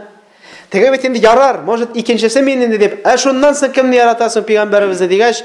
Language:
Tatar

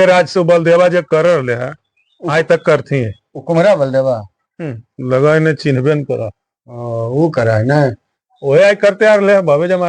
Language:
Magahi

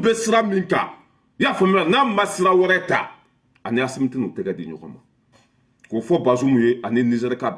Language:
Bambara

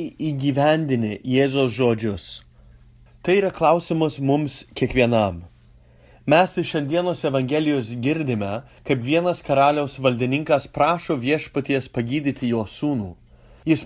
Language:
Lithuanian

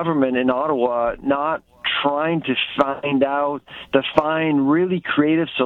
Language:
English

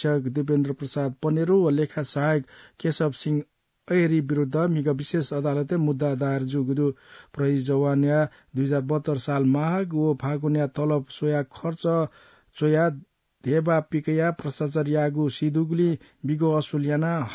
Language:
Newari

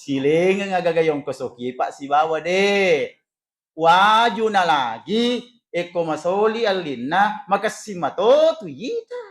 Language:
Buginese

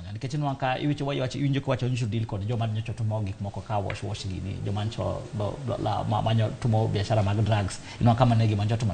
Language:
Luo (Kenya and Tanzania)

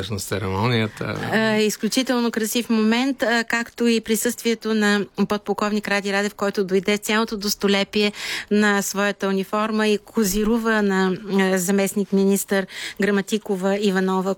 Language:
Bulgarian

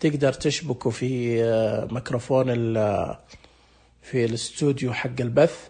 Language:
Najdi Arabic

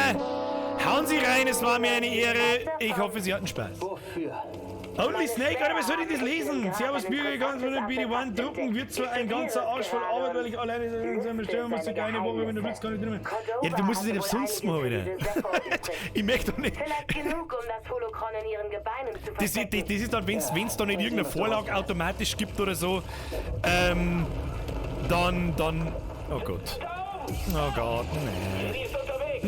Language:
Bavarian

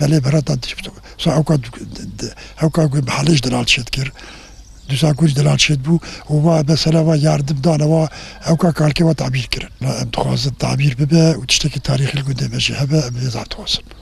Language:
Kurdish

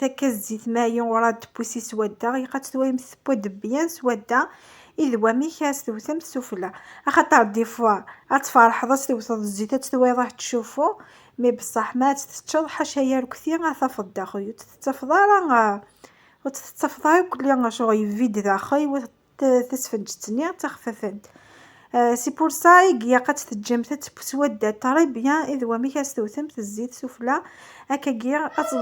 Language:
Kabyle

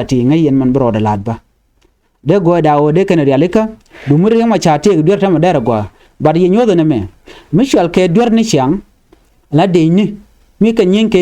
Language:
Nuer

